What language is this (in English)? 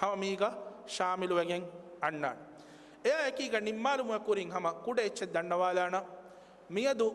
Divehi